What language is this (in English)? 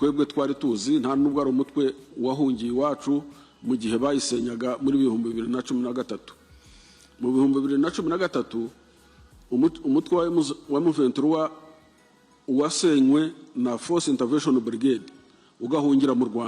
Kinyarwanda